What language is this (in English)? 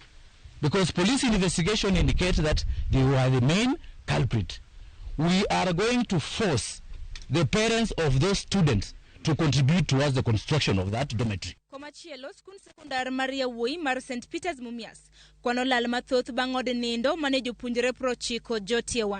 Luo (Kenya and Tanzania)